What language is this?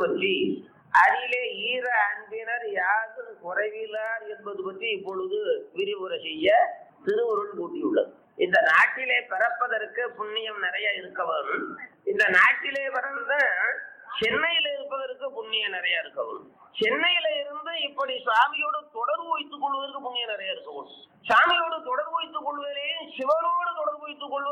Tamil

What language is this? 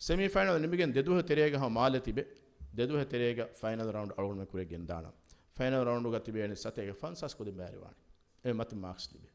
Divehi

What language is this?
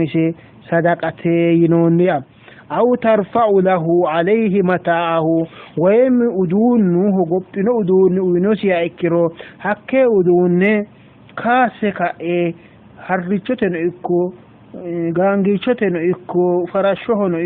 Sidamo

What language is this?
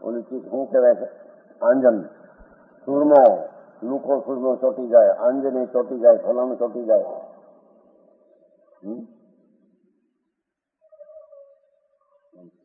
Gujarati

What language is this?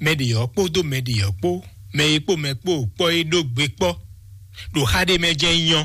Fon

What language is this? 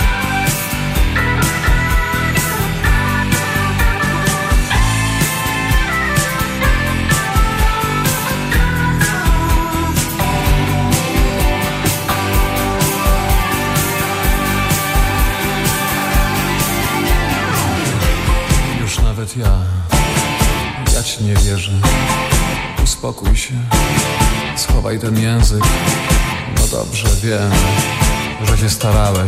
Polish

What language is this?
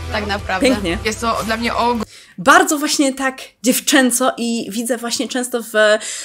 Polish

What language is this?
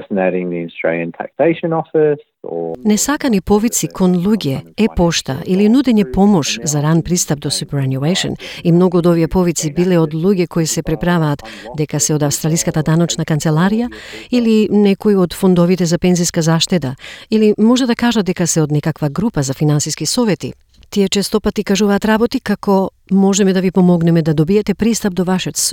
Macedonian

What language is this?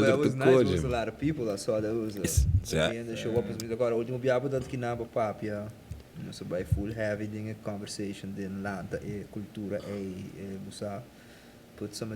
Papiamento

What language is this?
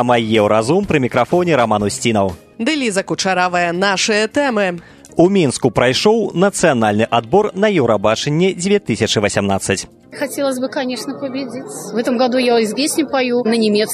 Belarusian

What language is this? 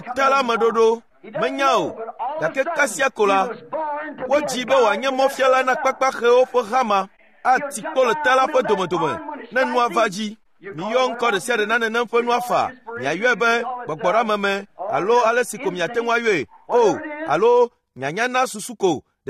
Ewe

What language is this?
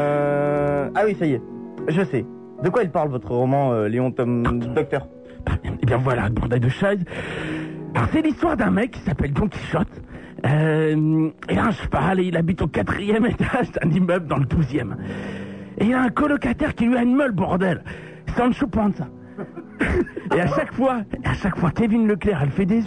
French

